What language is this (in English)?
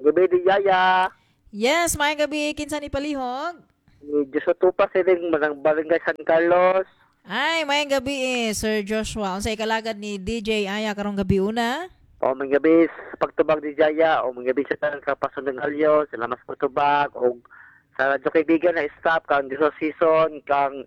Cebuano